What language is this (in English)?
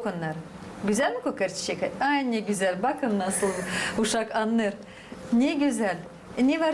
Gagauz